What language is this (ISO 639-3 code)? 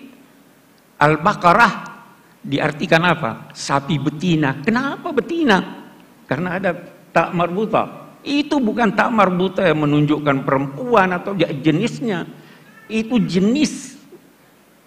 ind